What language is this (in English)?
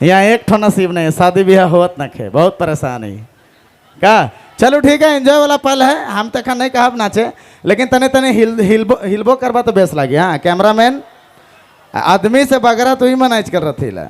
Sadri